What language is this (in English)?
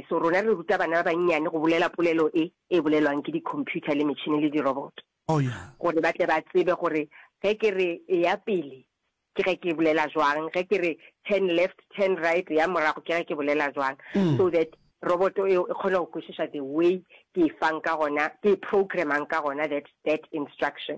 Northern Sotho